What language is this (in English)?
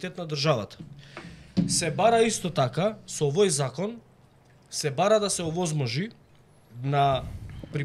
Macedonian